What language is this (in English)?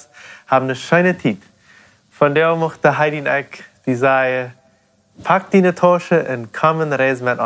Plautdietsch